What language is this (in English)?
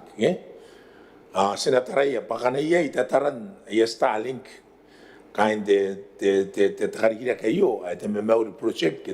Gilbertese